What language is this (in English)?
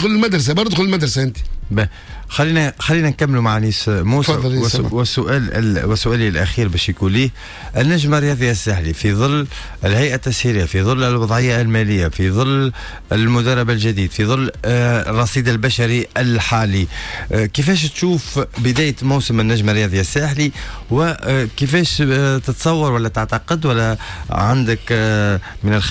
Tunisian Arabic